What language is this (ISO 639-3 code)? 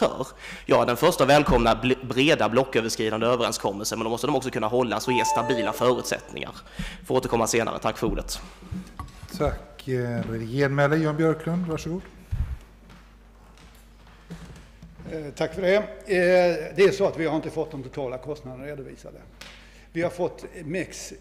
swe